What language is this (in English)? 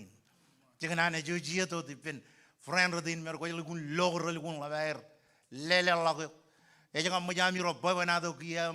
Marshallese